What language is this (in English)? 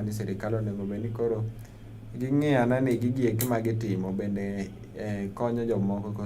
Luo (Kenya and Tanzania)